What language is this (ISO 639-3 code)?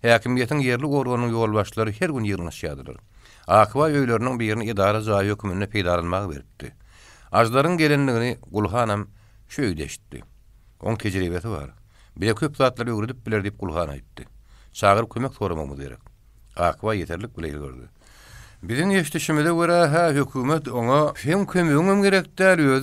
tuk